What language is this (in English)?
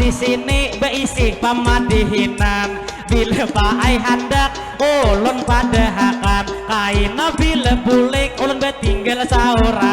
Banjar